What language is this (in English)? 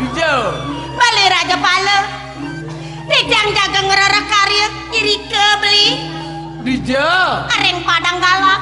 Balinese